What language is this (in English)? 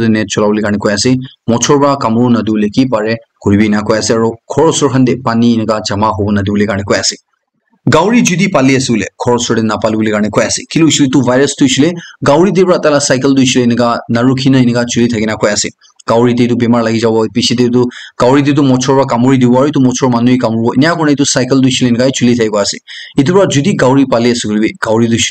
Naga Pidgin